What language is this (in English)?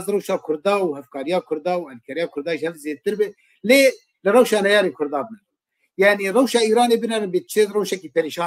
Kurdish